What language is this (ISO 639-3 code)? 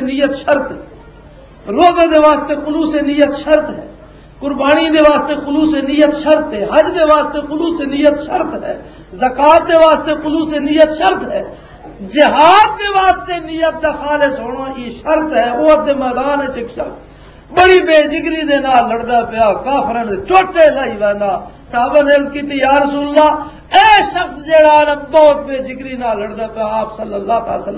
lah